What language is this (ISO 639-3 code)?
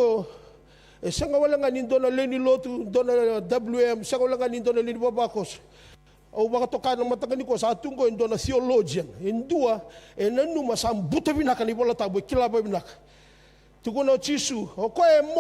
fij